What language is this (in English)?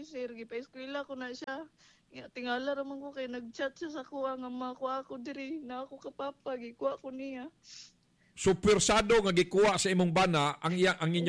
Cebuano